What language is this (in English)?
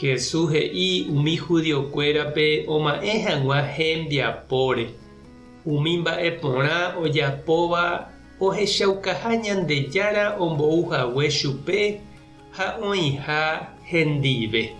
Guarani